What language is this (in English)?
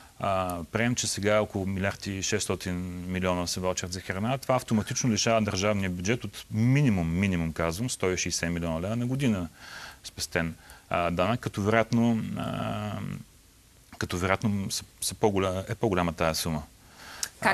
Bulgarian